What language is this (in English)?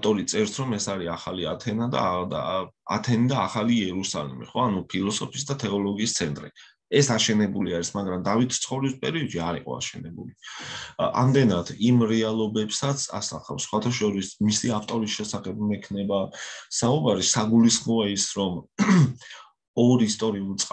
Georgian